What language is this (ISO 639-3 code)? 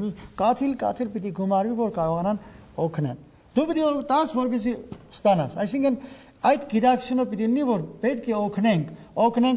hye